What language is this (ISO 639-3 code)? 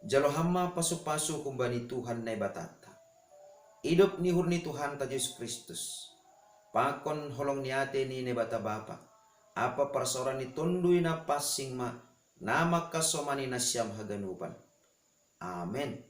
bts